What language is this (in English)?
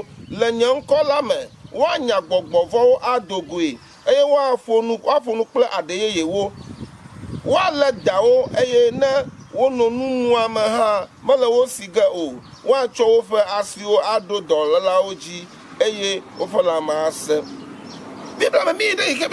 Ewe